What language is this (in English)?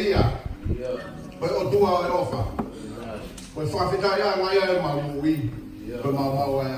Tongan